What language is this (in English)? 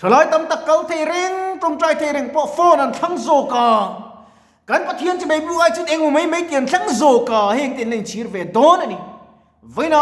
Mizo